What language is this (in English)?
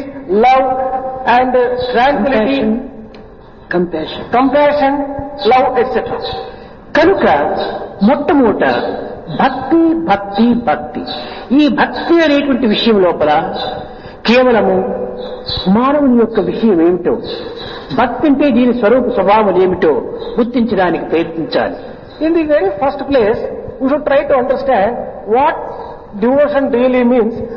Telugu